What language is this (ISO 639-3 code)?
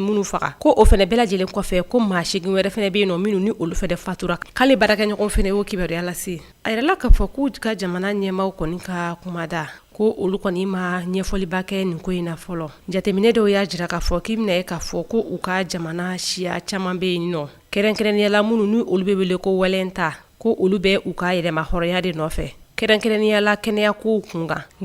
bam